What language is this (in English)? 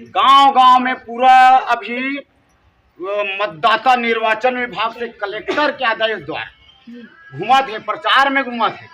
Chhattisgarhi